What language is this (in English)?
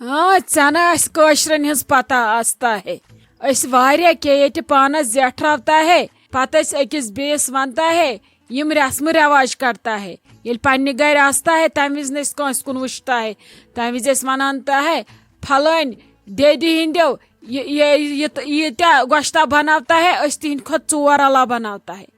Kashmiri